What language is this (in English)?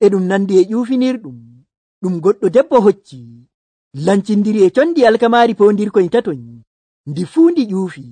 Nigerian Fulfulde